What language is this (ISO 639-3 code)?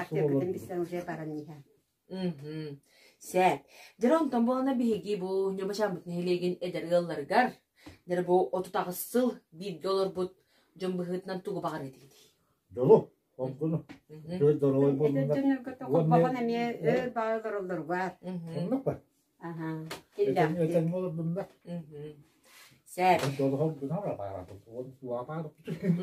sah